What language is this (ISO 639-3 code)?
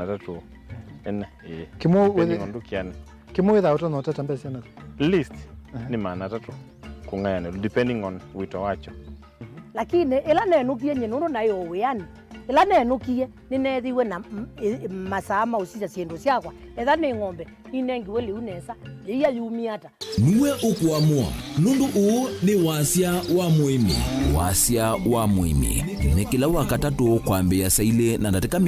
kam